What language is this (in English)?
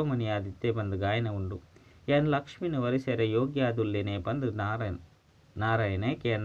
Tulu